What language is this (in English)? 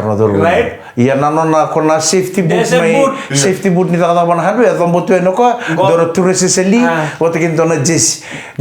Fijian